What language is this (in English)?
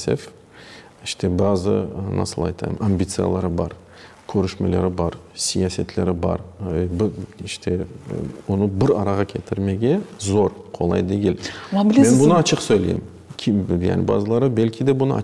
Crimean Tatar